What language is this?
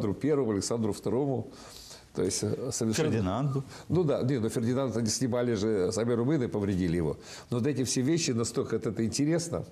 Russian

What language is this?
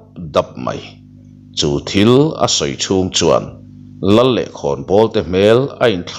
Mizo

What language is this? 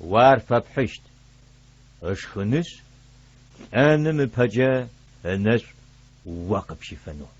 Adyghe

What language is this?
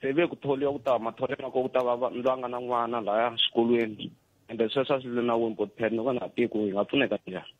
Tsonga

